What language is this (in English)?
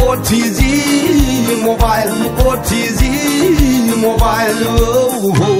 Manipuri